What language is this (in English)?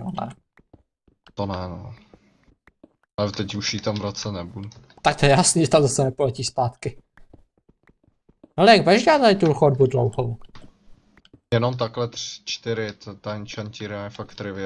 Czech